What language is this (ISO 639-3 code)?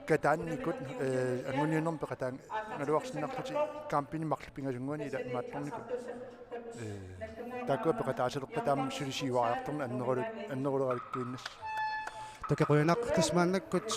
kal